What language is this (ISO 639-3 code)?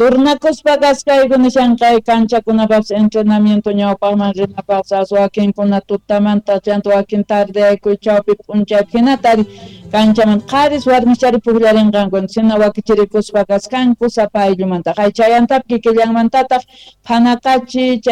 quh